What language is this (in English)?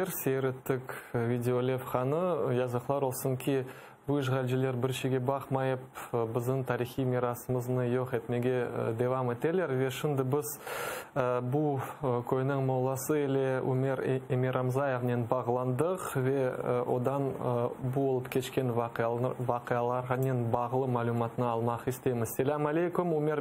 Crimean Tatar